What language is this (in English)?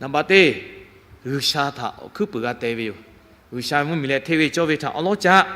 Lahu